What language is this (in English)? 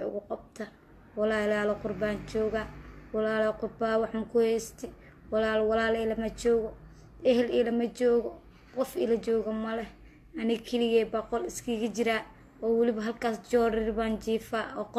Somali